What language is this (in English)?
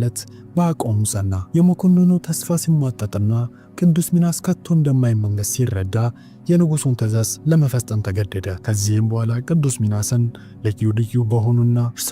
Amharic